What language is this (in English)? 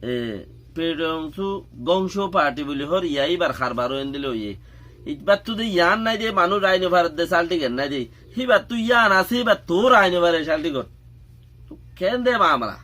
Rohingya